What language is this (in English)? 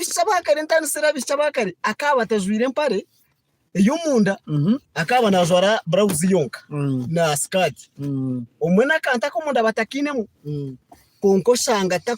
Nyankole